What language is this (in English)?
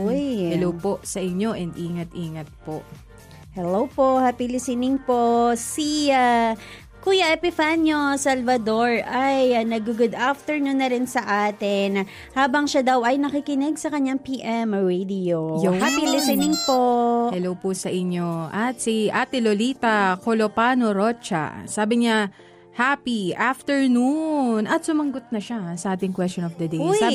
Filipino